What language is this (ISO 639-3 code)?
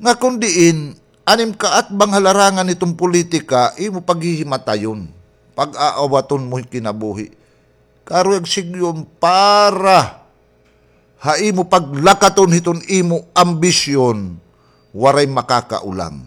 war